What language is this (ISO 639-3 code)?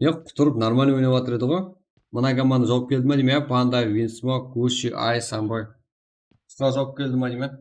kaa